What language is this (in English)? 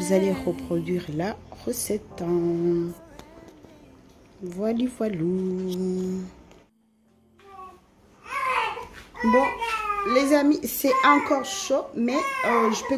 French